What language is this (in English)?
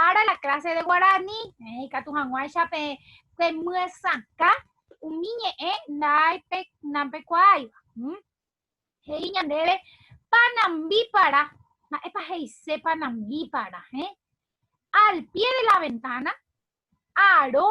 Guarani